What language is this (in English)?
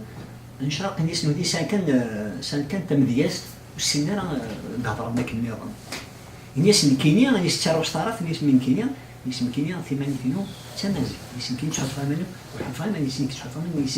Kabyle